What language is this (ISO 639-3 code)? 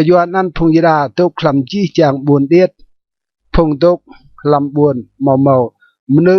rad